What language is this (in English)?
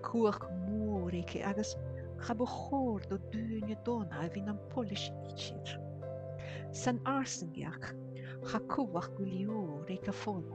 Scottish Gaelic